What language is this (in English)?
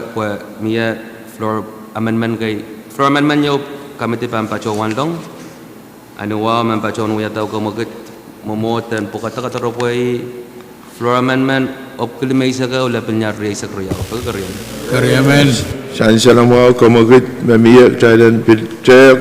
Pohnpeian